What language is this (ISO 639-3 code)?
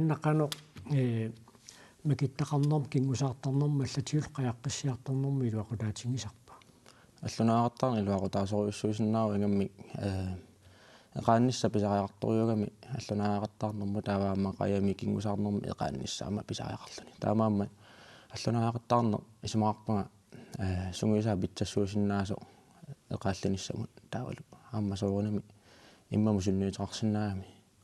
kal